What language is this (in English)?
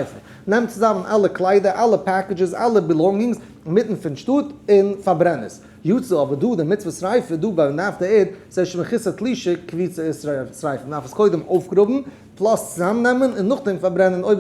Yiddish